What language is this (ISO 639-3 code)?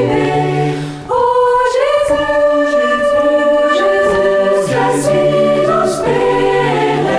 bre